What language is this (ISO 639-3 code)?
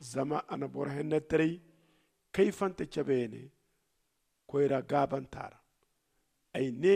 dje